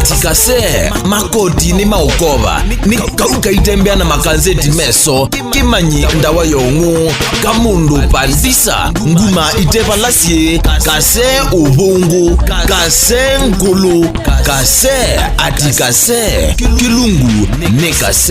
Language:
Kamba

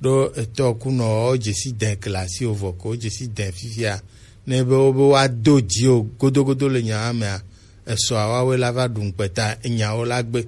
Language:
Gen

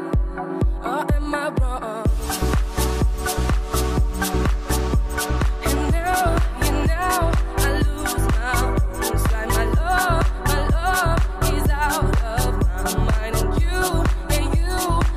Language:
Hungarian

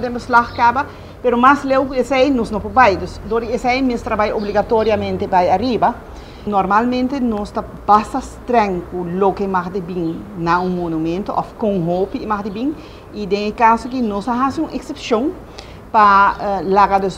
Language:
Papiamento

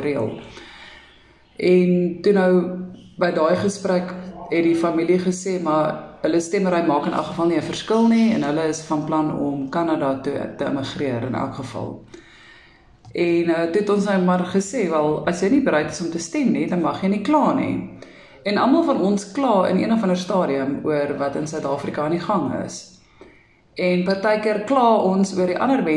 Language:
Afrikaans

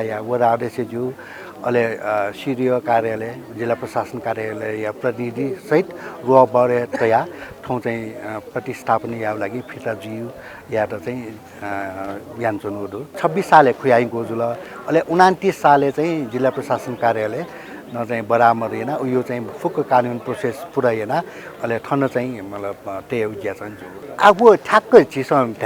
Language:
Newari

